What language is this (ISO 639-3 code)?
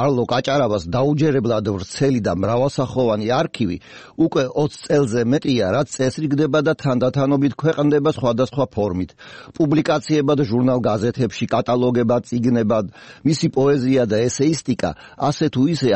kat